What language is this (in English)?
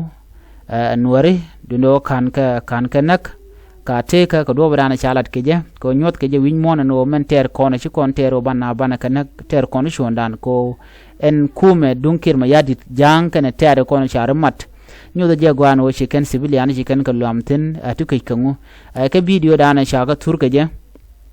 Nuer